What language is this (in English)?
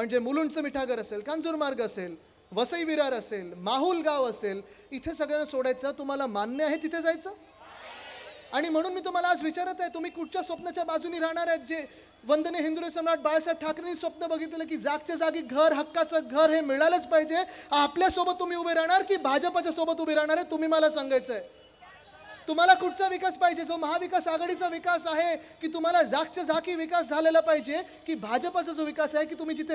Marathi